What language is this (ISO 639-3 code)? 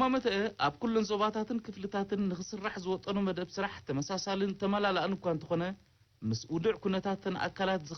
tir